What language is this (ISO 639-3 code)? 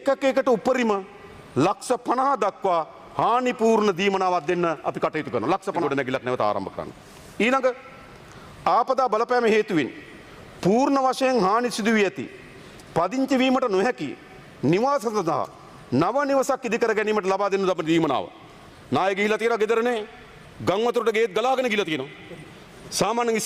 sin